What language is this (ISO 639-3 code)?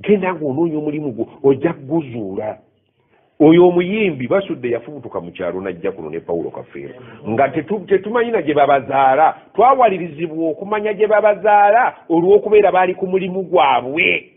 lug